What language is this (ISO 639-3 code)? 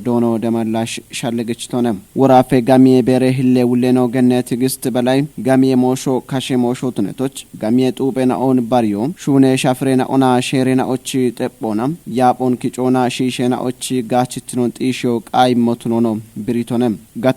kbr